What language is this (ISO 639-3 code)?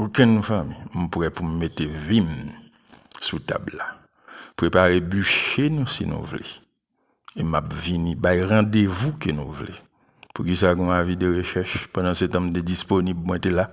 hat